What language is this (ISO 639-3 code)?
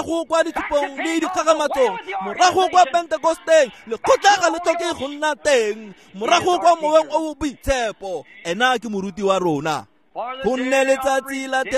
tsn